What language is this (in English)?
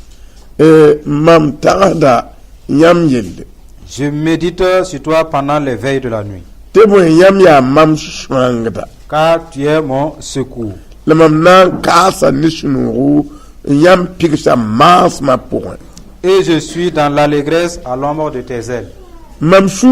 Mossi